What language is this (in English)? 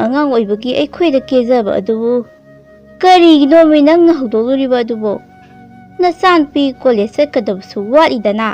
Manipuri